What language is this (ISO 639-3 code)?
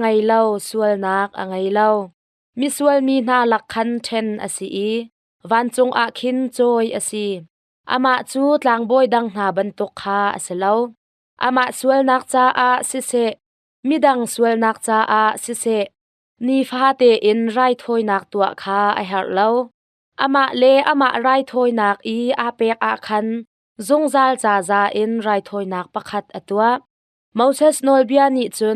cnh